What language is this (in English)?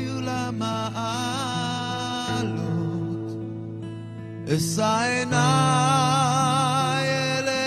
Hebrew